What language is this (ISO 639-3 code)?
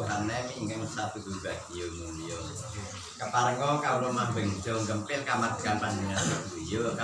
jav